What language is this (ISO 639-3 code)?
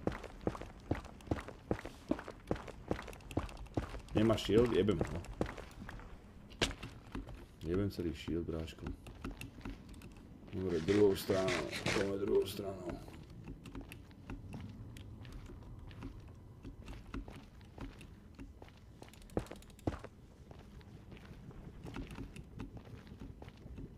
slk